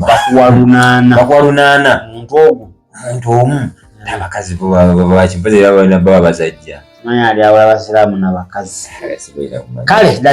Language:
Ganda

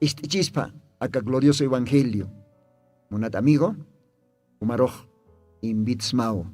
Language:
Aymara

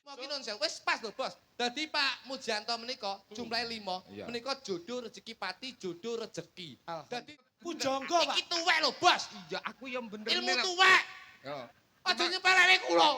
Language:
Javanese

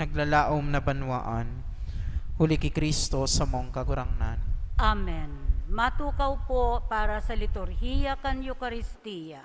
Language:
Bikol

